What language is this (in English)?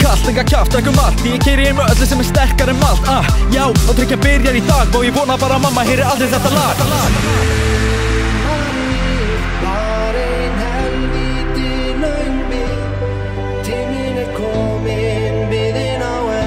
Icelandic